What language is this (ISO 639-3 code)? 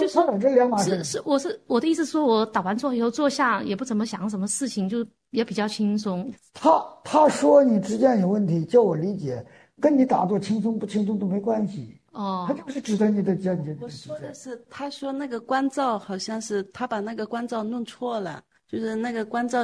zho